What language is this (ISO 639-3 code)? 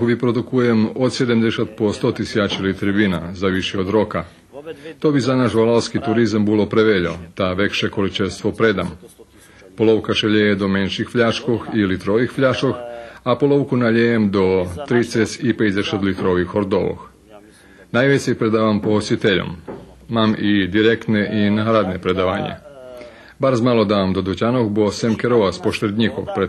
rue